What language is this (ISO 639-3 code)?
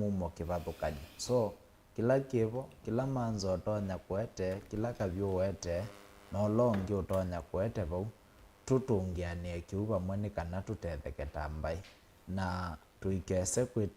kam